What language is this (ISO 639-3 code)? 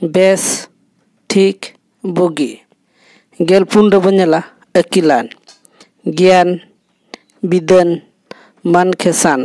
sat